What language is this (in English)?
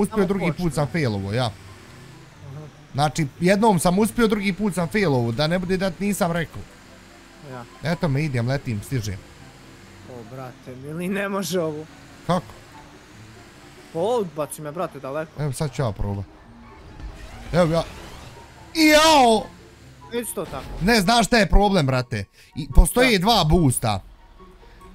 Bosnian